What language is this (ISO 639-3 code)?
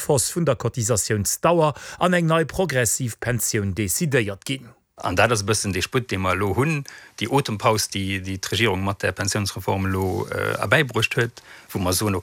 ltz